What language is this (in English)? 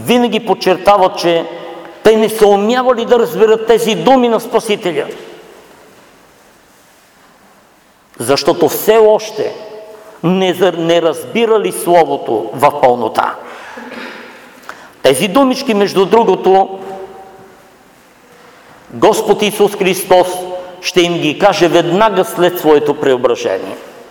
Bulgarian